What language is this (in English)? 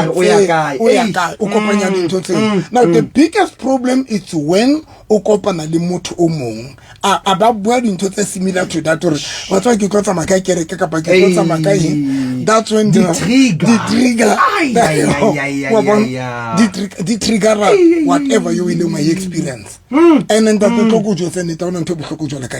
Southern Sotho